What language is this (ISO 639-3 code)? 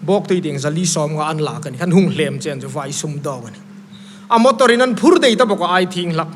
hmr